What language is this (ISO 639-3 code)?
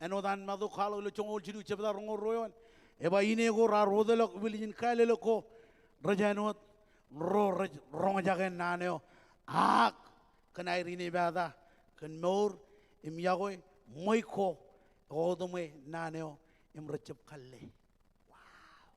mah